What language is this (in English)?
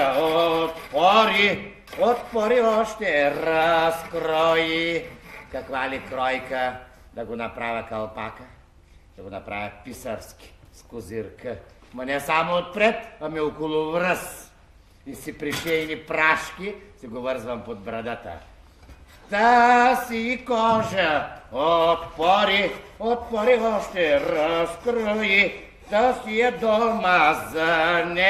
Bulgarian